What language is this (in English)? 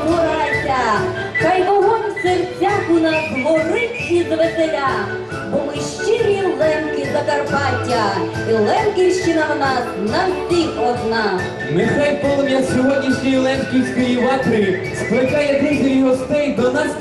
Rusyn